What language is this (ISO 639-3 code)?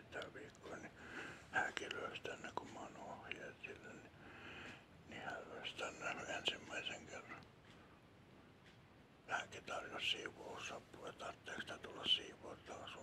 fin